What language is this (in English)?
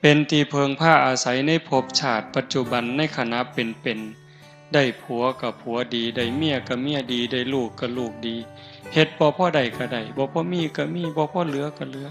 Northeastern Thai